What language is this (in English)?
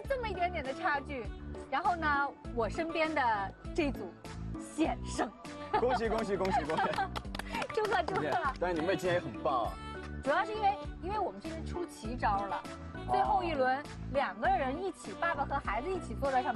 Chinese